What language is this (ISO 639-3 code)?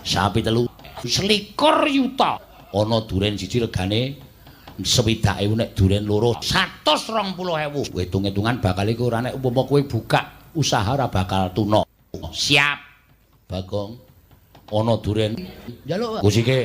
jav